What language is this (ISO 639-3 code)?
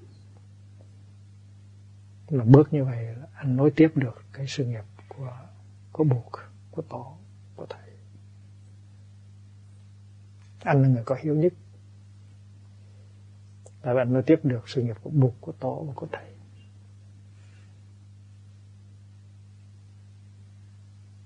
vie